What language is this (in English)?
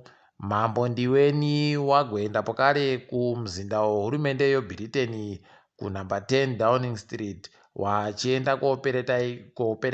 Ndau